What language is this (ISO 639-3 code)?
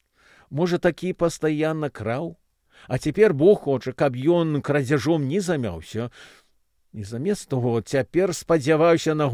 bel